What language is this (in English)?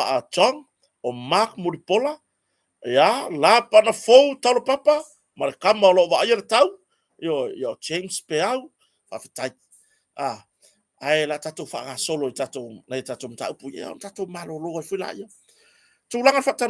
Samoan